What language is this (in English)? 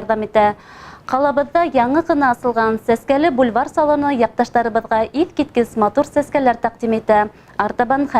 Bashkir